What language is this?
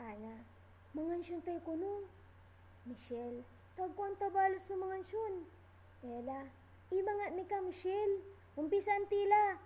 Pangasinan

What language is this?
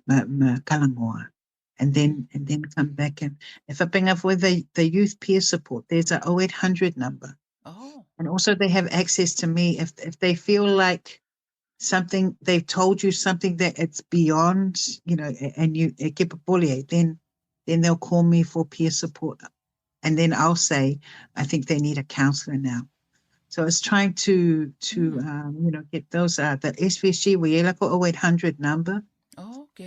Samoan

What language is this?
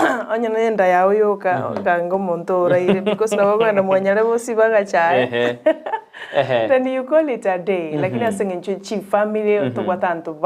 Gusii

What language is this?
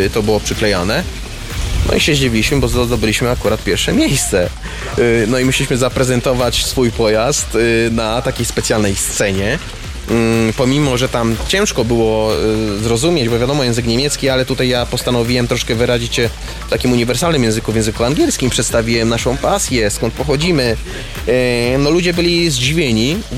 Polish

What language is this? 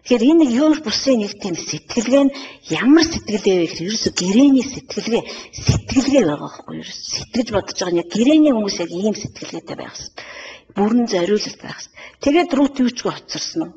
Mongolian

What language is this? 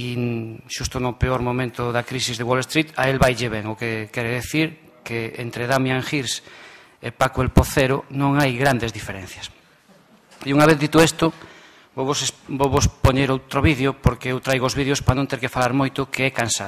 Galician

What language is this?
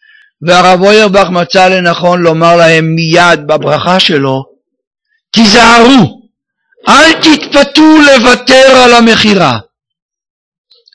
Hebrew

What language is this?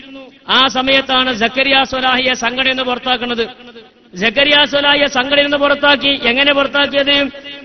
Malayalam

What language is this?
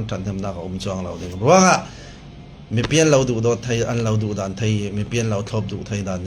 Falam Chin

